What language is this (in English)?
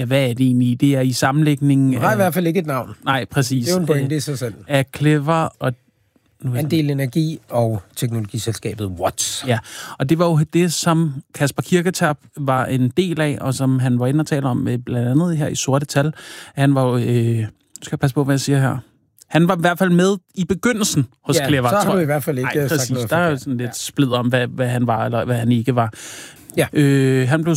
Danish